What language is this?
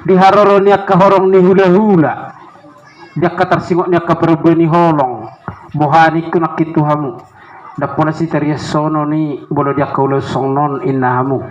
Batak Toba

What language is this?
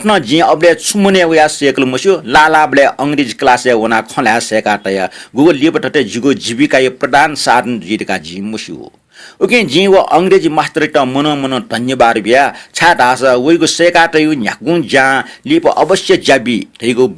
Newari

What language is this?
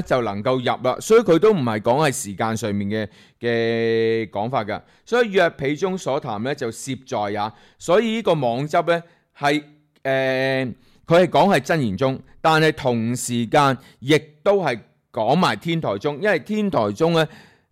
Cantonese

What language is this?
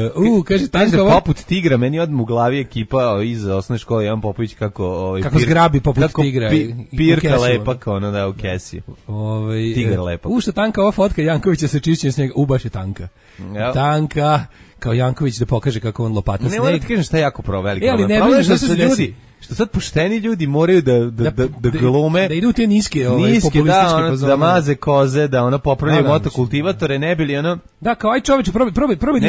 Serbian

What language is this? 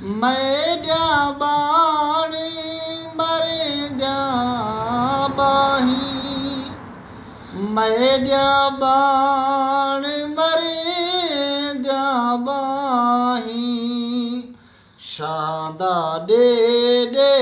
Saraiki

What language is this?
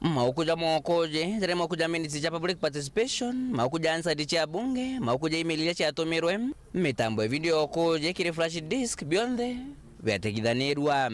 Meru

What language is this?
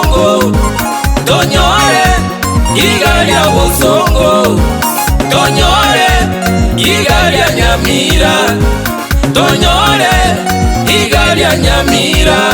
Gusii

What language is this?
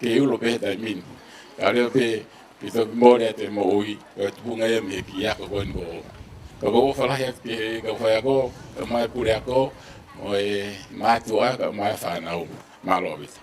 Tongan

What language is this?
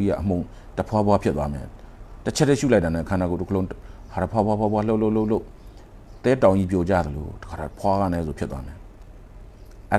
Burmese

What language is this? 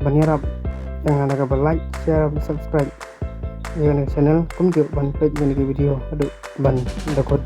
Khasi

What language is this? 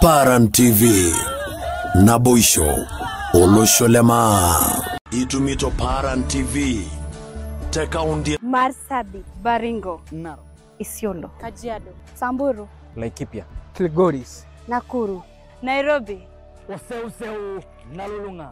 Masai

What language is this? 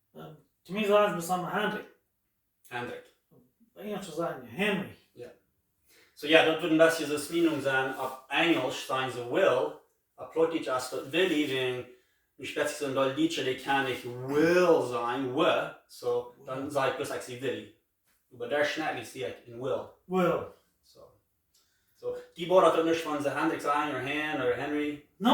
Plautdietsch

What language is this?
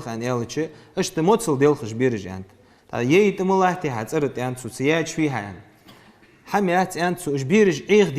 Ingush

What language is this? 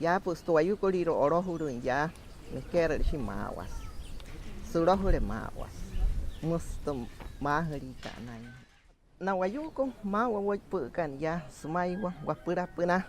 Wayuu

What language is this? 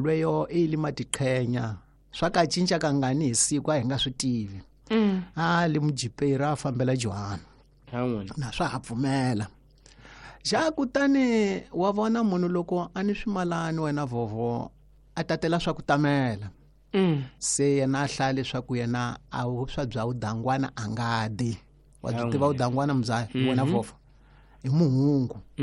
Tsonga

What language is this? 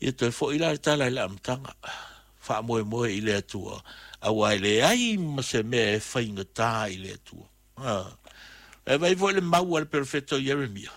Samoan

